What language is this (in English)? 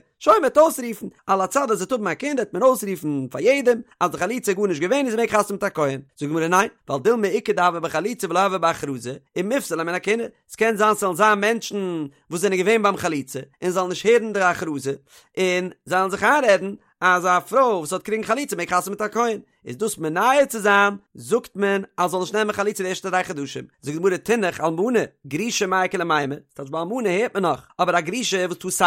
Yiddish